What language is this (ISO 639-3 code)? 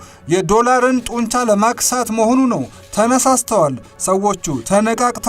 amh